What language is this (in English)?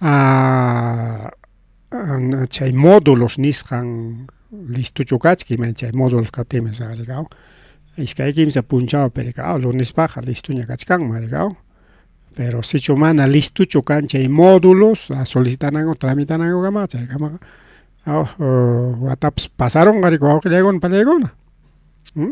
Ayacucho Quechua